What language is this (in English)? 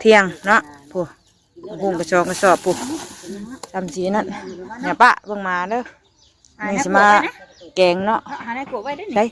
Northeastern Thai